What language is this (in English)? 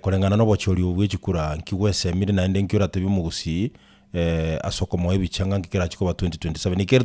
Gusii